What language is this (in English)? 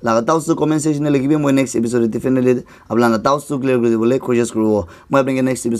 Naga Pidgin